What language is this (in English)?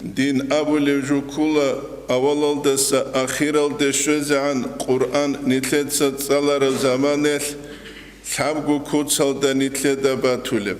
Avaric